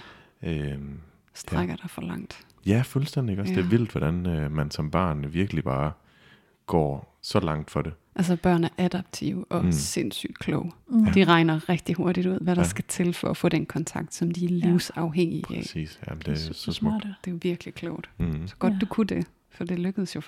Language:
Danish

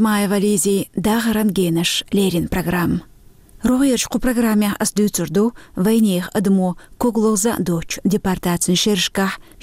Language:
Chechen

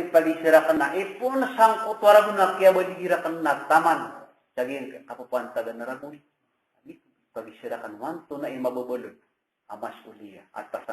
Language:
Maranao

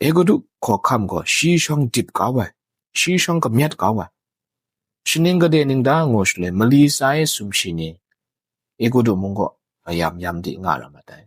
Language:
Kachin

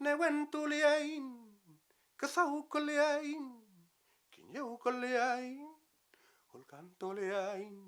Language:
Mapuche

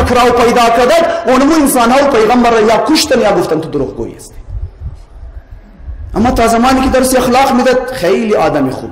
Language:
Hazaragi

